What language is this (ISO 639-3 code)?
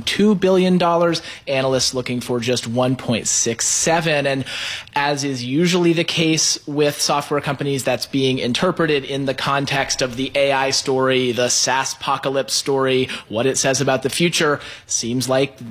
eng